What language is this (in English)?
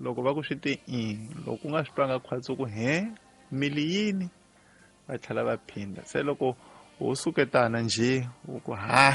Tsonga